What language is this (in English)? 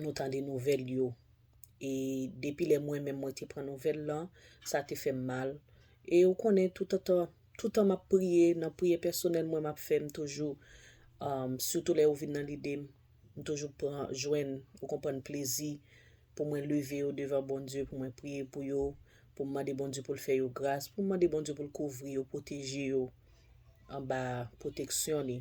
Haitian Creole